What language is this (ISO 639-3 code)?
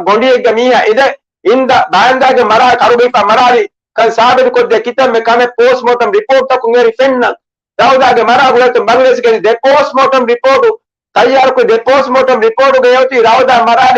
div